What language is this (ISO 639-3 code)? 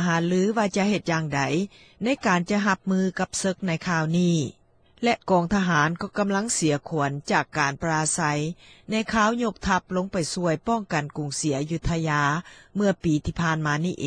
lao